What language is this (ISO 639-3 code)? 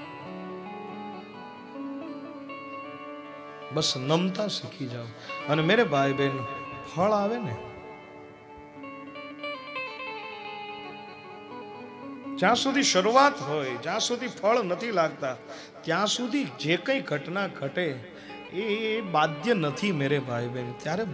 guj